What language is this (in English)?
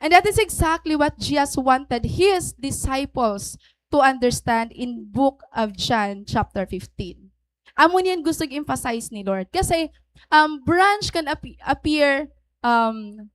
Waray